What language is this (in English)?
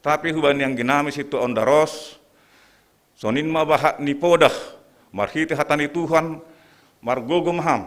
Batak Simalungun